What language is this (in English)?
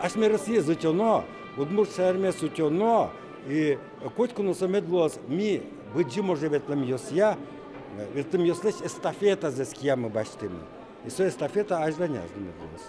Udmurt